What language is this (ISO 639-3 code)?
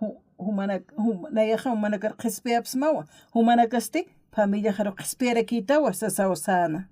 aym